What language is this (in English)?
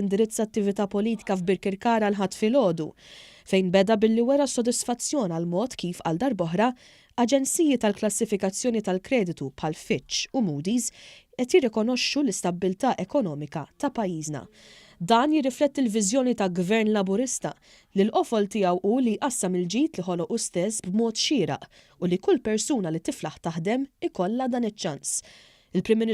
Maltese